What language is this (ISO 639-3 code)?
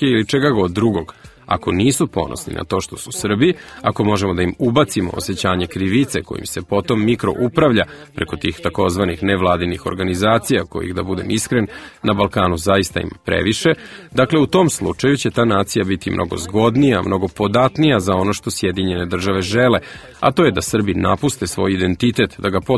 srp